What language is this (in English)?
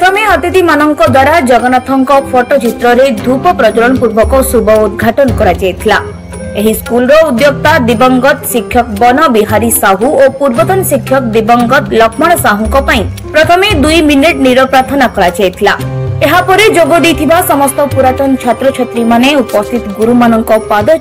Odia